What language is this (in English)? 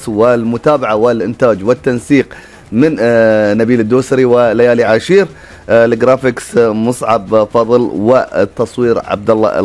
Gulf Arabic